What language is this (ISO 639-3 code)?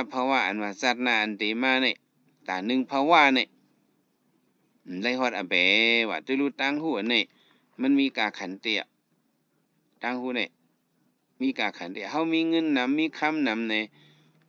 shn